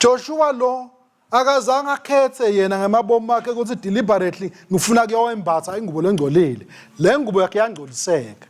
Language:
Swati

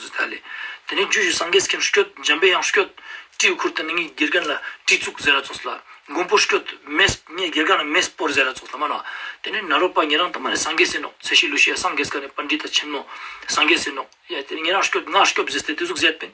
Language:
Ladakhi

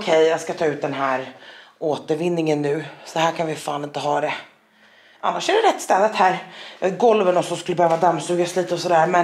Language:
Swedish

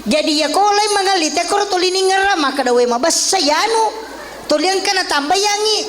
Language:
Buginese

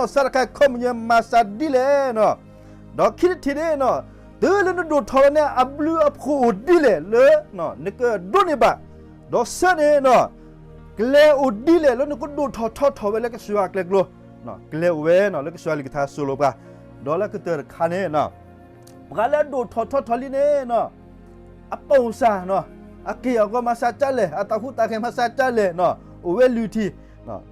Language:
S'gaw Karen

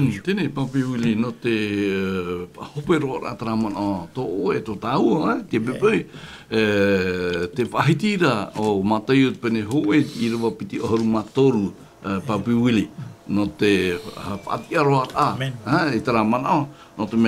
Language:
Tahitian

